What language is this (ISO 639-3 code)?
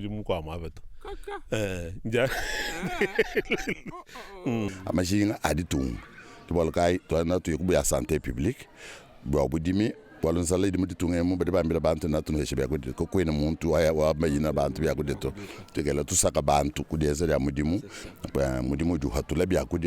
lua